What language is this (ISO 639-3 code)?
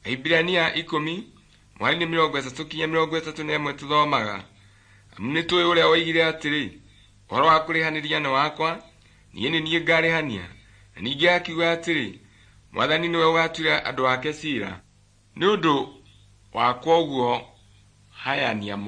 kik